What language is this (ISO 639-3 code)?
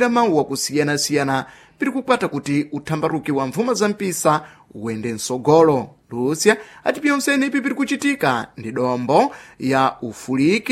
seh